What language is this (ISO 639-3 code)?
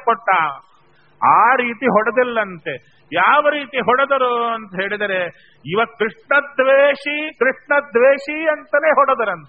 kan